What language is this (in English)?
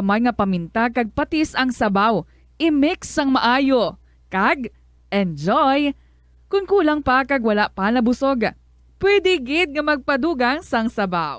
Hiligaynon